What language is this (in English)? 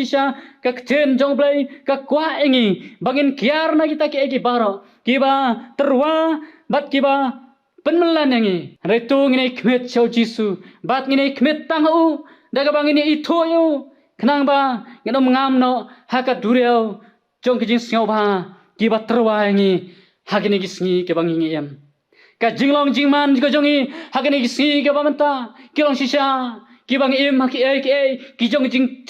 Khasi